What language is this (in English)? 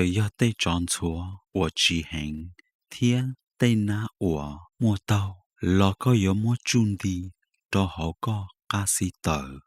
Hmong